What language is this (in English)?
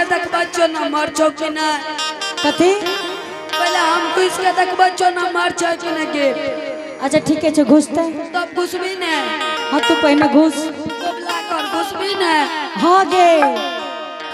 Angika